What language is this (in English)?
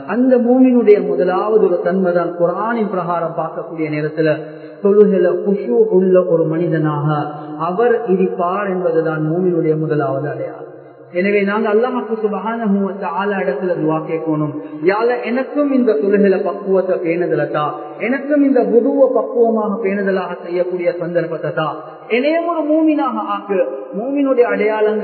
Tamil